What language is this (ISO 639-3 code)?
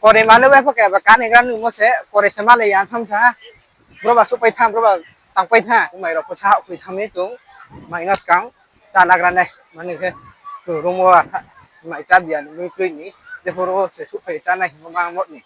ria